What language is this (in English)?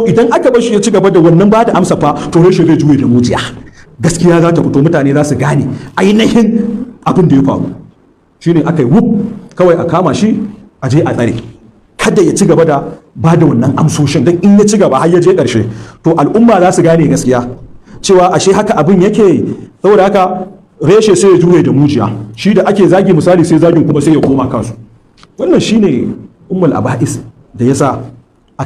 Hausa